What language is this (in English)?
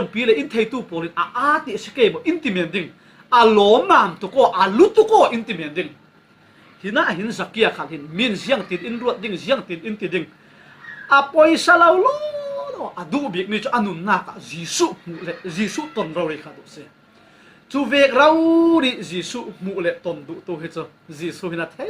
Falam Chin